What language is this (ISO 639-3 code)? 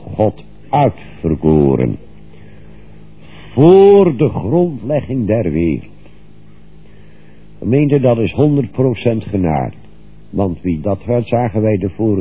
nld